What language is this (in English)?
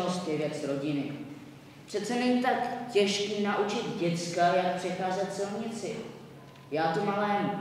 Czech